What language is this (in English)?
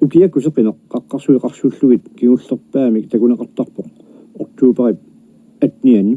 Kalaallisut